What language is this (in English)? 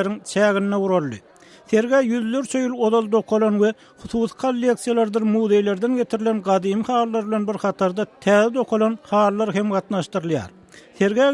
Turkmen